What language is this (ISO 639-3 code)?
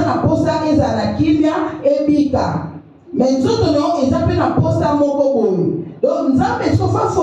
lin